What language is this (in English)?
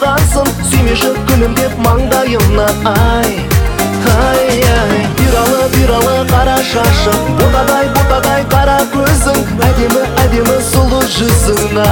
Kazakh